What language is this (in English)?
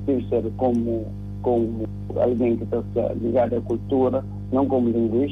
Kabuverdianu